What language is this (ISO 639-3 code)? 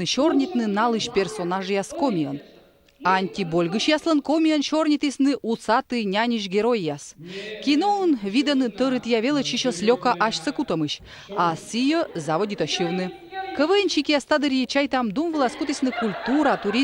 kom